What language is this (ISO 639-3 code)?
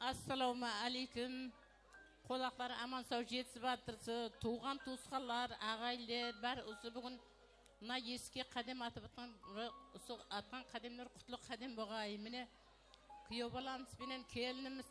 kaa